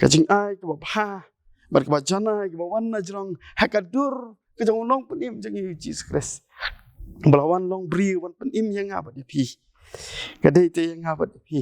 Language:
Khasi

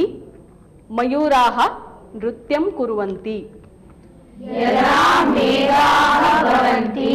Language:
Sanskrit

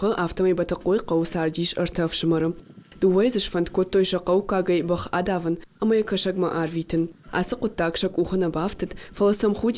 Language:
Ossetic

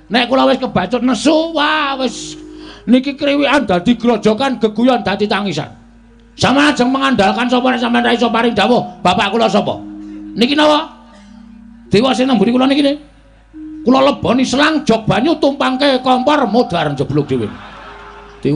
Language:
Javanese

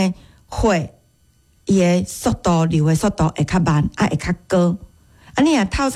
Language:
Min Nan Chinese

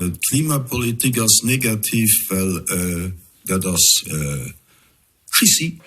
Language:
Luxembourgish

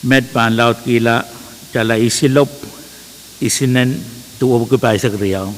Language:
Pohnpeian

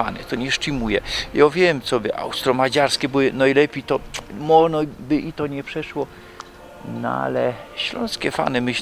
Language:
Silesian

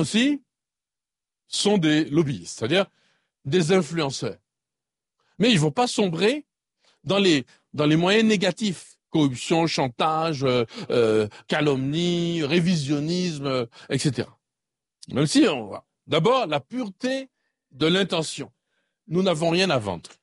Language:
French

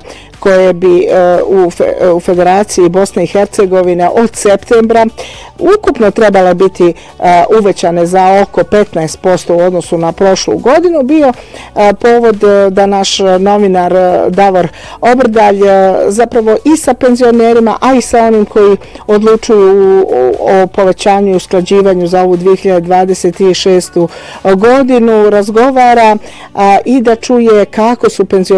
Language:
Bosnian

